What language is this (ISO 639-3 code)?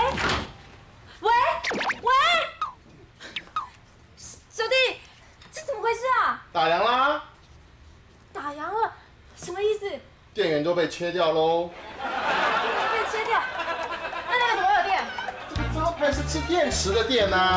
zho